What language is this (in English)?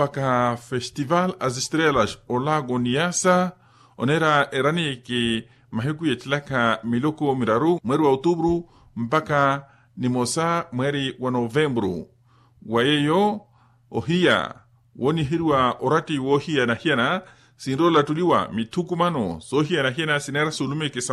Makhuwa